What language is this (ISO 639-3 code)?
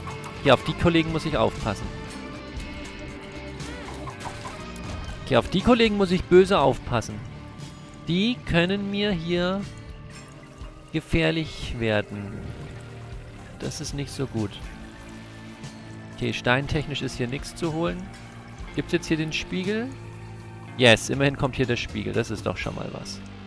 deu